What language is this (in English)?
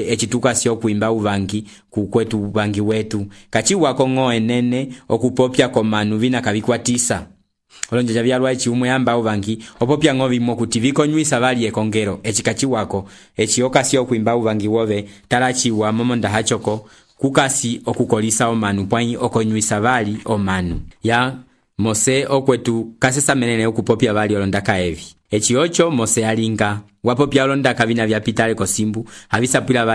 Umbundu